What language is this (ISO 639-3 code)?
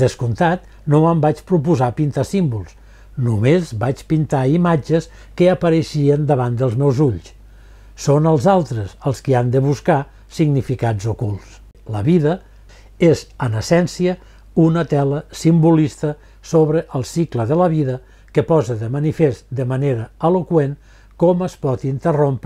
cat